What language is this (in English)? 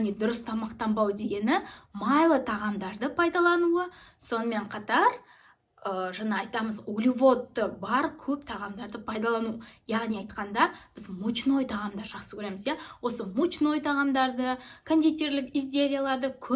Kazakh